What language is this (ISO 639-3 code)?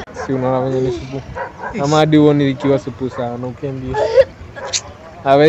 swa